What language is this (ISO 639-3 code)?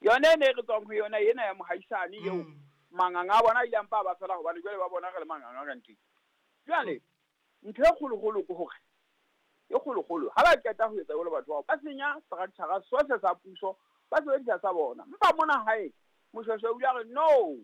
sot